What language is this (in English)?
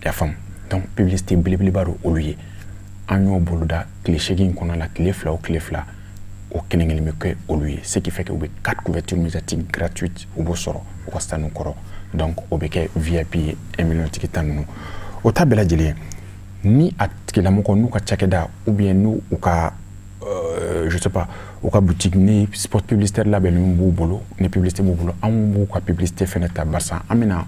Bambara